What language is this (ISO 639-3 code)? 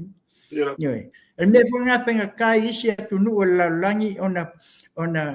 smo